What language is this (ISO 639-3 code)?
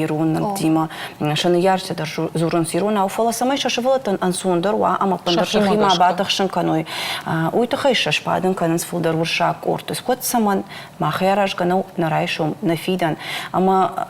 oss